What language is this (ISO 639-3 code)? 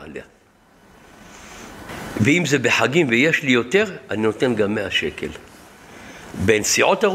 heb